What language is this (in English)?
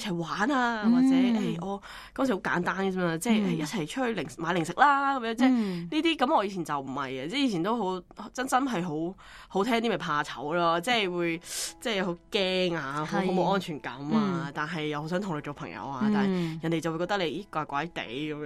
Cantonese